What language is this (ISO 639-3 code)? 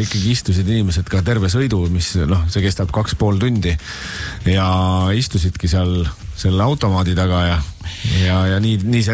est